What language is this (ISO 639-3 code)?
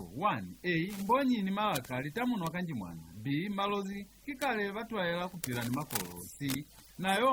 loz